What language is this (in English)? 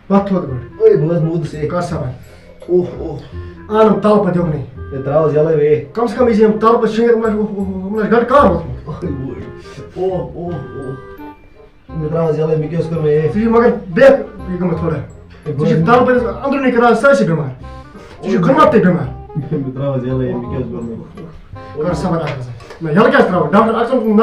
Kashmiri